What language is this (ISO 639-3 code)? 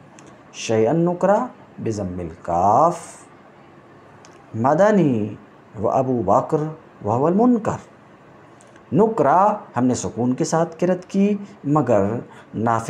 urd